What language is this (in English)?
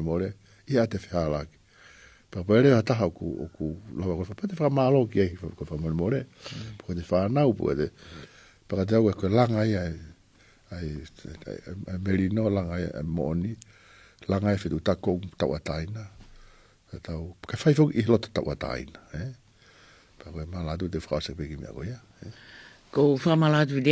Tongan